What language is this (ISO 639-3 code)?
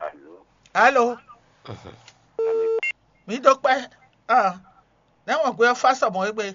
fon